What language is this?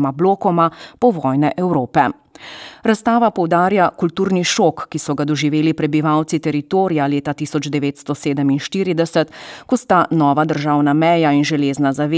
Slovenian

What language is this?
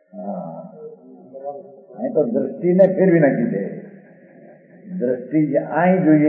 Gujarati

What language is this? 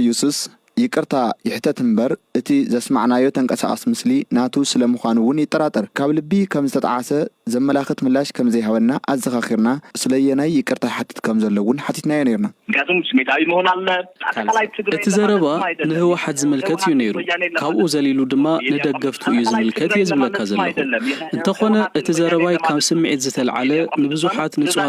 Tigrinya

